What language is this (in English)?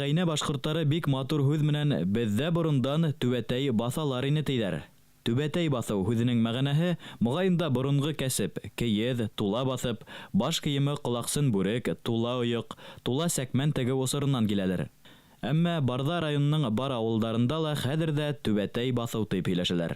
Bashkir